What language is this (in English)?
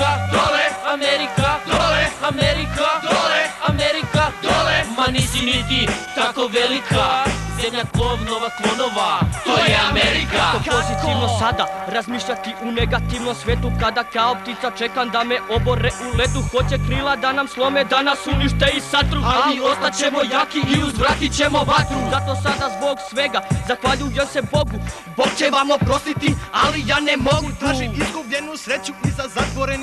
Serbian